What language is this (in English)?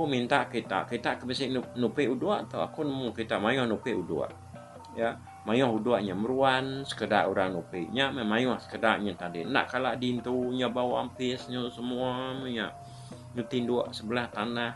Iban